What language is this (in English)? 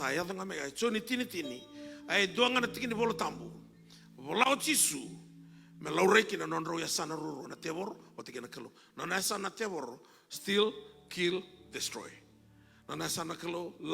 Fijian